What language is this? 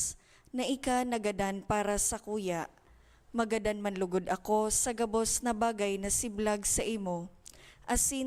Bikol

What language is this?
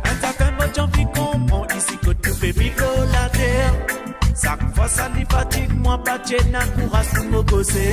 Morisyen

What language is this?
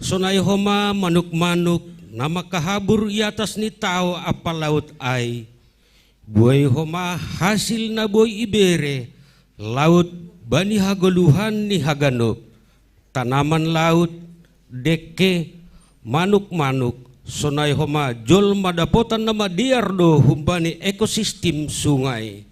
Batak Simalungun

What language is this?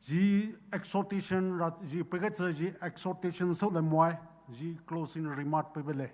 Poumei Naga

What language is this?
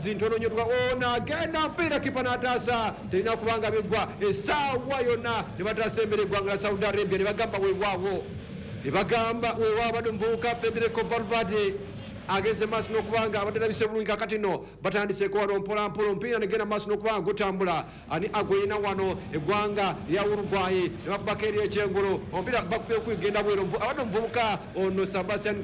Ganda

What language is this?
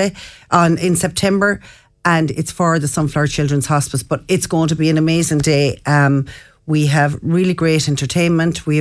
English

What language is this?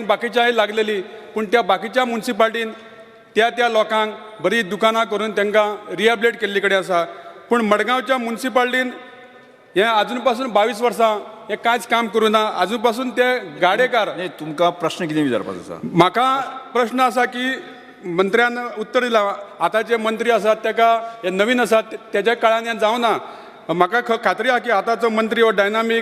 Konkani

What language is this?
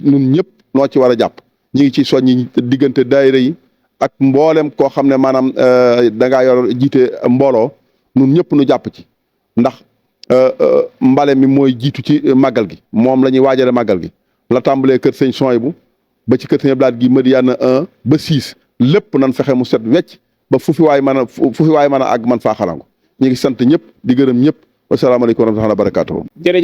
Wolof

